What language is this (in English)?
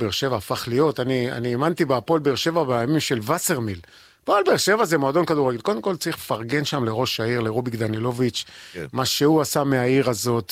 Hebrew